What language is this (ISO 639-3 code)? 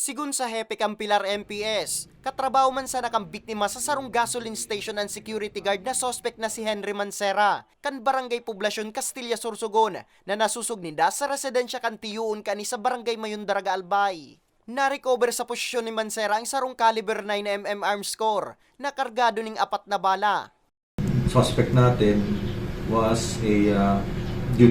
bik